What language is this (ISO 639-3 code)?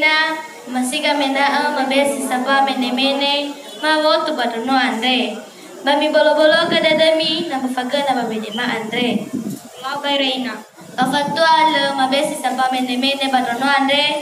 nia